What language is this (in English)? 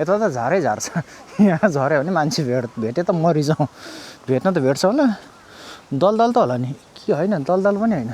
Nepali